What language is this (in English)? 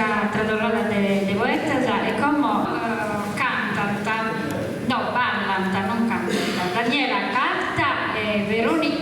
Sardinian